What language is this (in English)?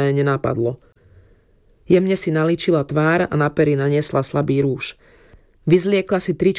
Slovak